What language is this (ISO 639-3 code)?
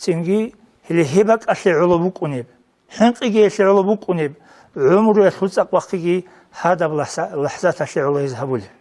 ava